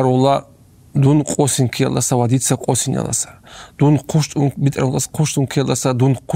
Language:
Avaric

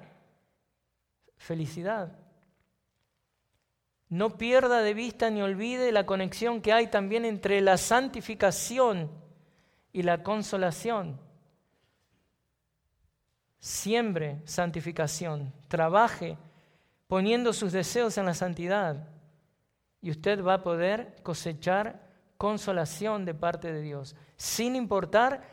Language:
Spanish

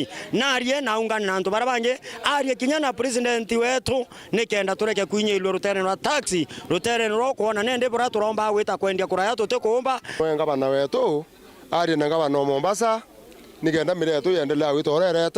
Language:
Meru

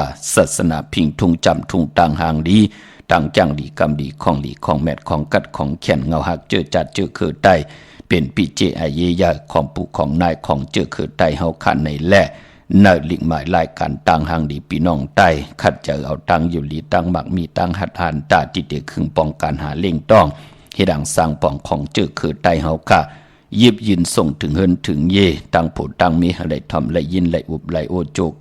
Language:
Shan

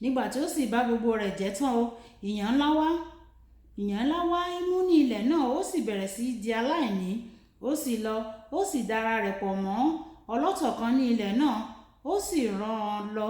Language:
Yoruba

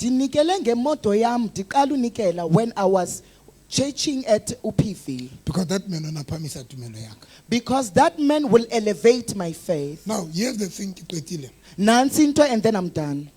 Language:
Southern Sotho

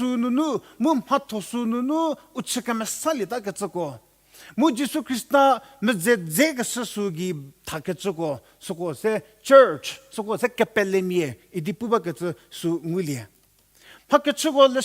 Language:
Angami Naga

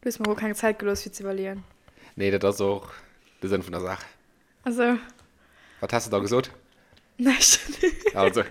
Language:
Luxembourgish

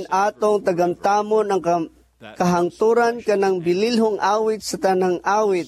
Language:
Cebuano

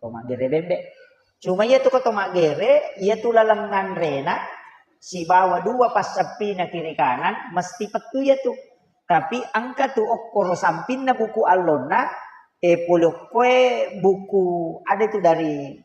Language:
Buginese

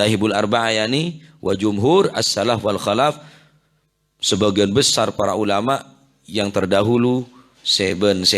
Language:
Madurese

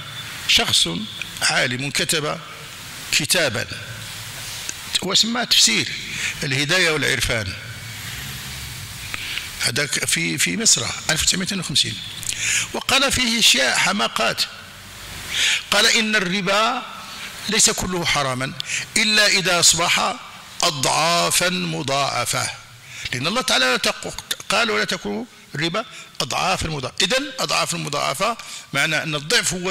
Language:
Arabic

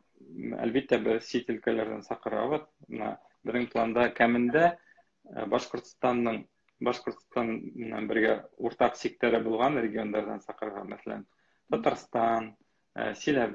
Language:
Bashkir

